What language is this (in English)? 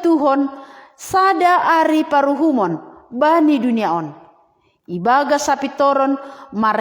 Batak Simalungun